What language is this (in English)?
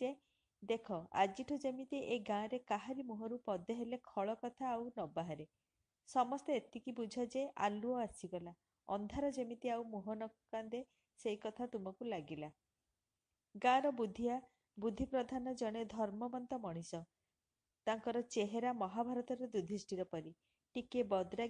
Odia